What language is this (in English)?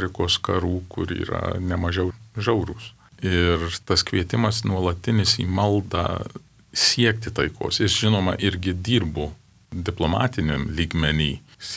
Lithuanian